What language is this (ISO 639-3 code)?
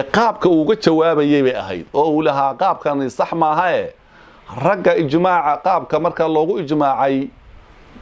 som